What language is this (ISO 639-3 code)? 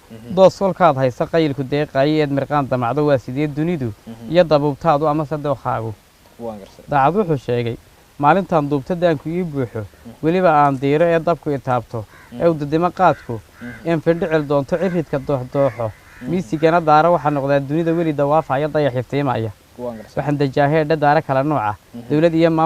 som